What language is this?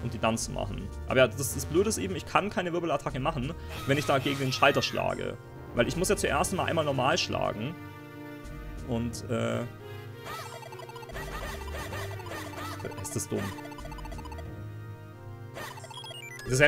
German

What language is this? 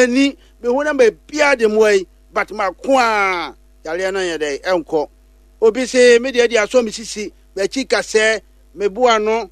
Akan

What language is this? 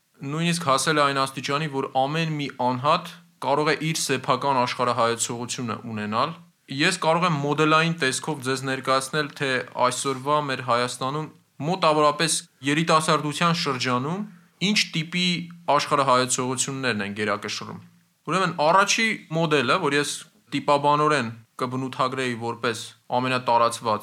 Armenian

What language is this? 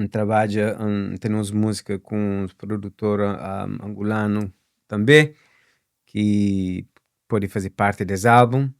Kabuverdianu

